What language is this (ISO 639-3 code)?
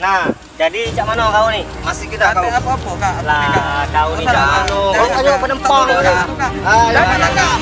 mui